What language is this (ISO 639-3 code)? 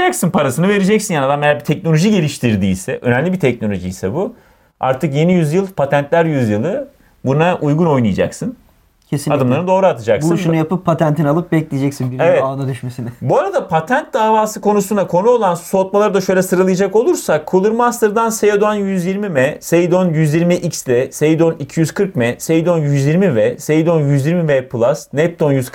tur